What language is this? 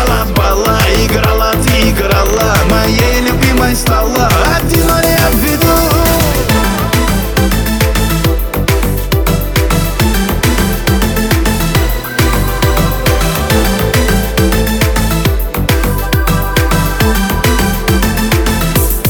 Russian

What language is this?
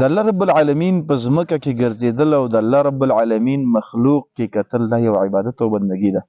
Pashto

